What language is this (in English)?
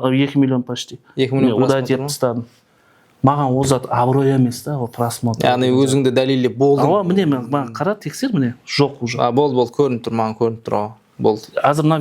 Kara-Kalpak